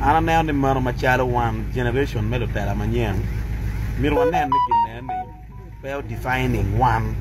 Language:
Acoli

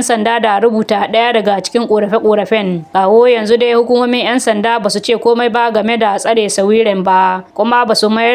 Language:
Hausa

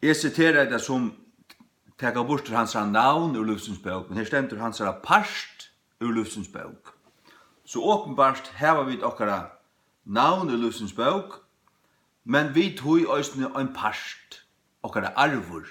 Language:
Faroese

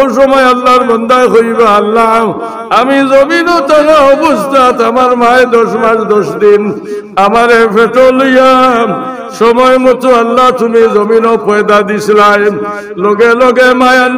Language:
Sylheti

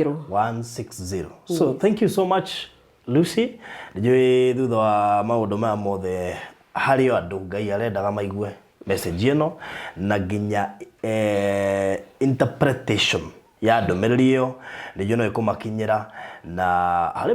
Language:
Kikuyu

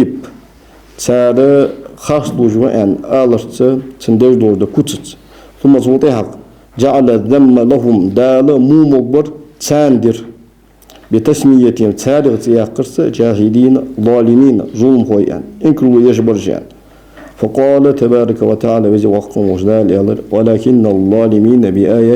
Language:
Ingush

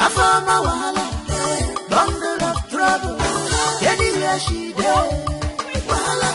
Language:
Nigerian Pidgin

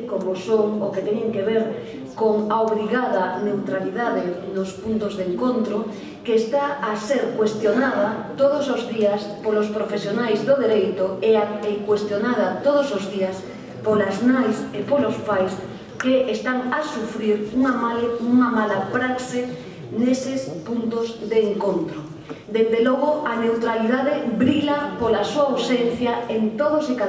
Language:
Galician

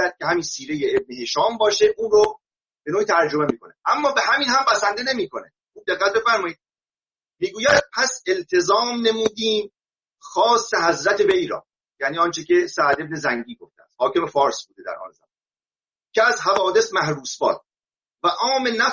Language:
Persian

